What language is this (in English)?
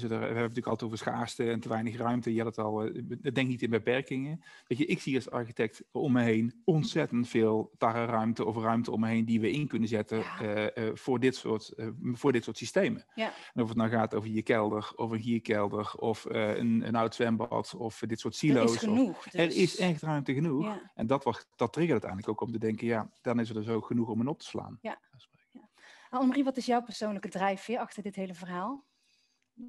Dutch